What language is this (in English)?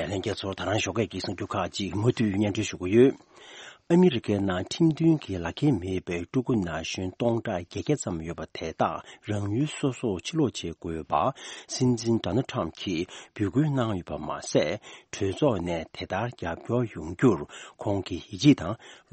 Tibetan